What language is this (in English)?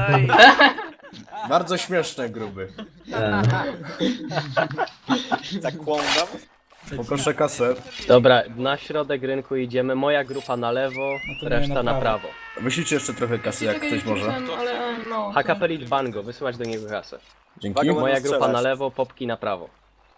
Polish